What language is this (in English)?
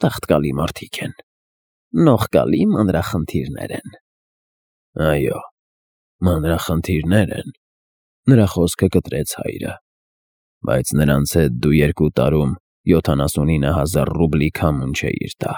Armenian